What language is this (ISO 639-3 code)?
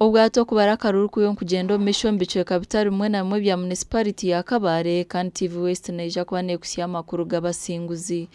nyn